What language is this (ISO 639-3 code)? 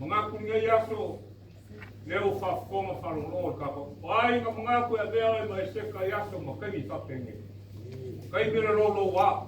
smo